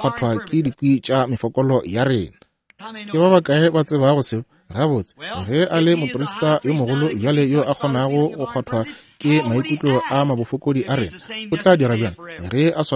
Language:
Northern Sotho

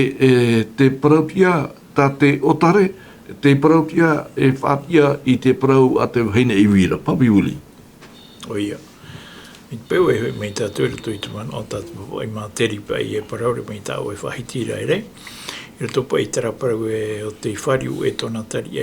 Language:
Tahitian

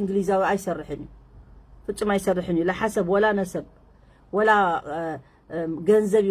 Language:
Tigrinya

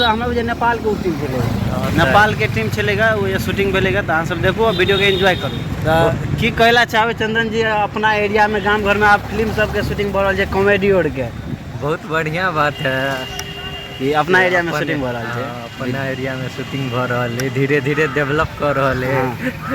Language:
Maithili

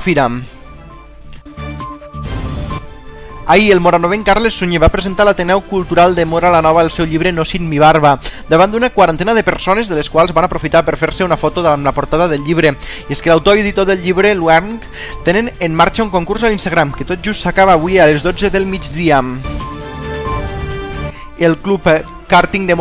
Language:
Catalan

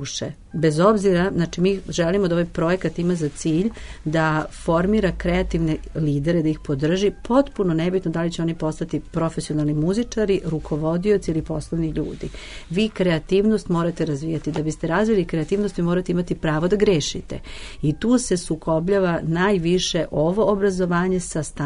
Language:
Serbian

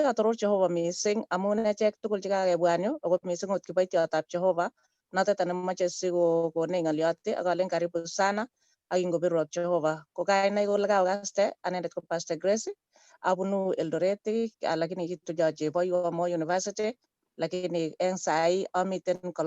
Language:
Kalenjin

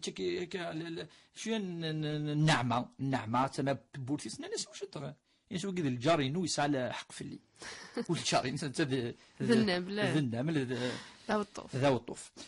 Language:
Kabyle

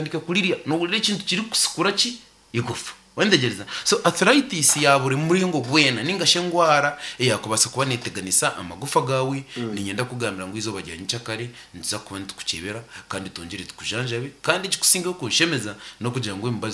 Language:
Nyankole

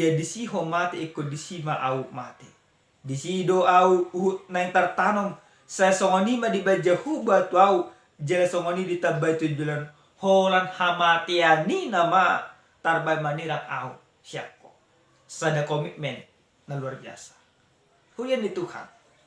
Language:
Batak Toba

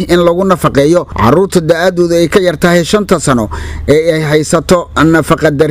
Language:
Somali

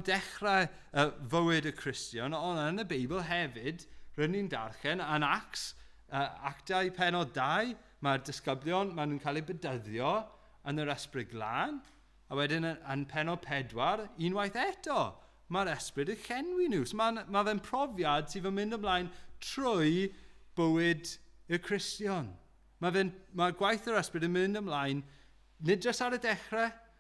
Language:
Welsh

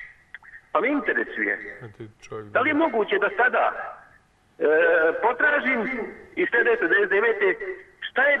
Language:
Serbian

